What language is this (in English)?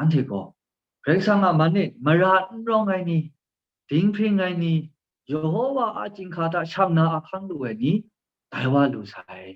Kachin